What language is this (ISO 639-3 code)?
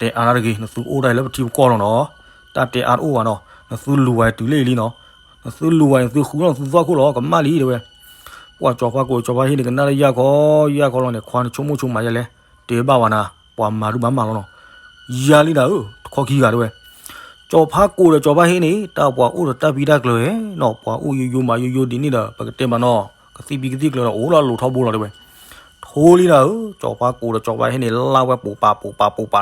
ksw